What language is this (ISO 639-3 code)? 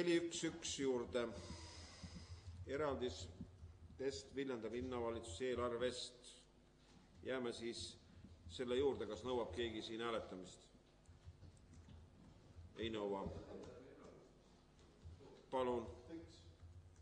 est